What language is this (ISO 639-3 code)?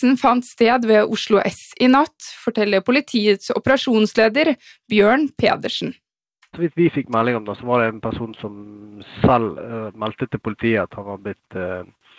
nor